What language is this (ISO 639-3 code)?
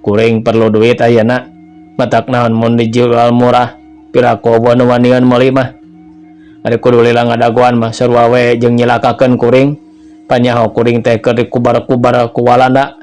sun